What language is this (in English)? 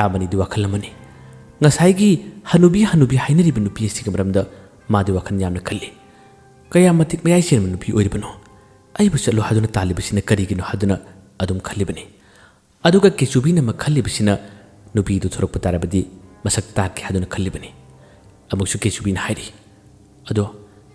Manipuri